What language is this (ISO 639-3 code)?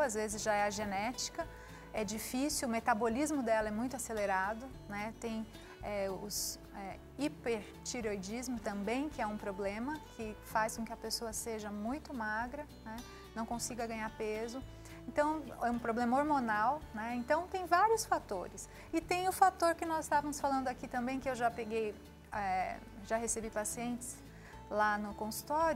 por